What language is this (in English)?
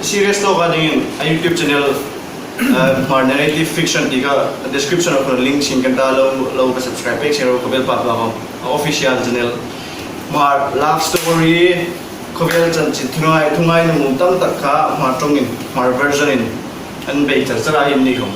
Hmar